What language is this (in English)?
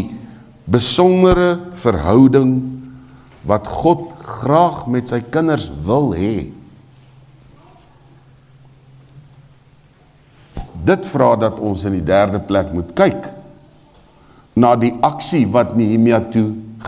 Afrikaans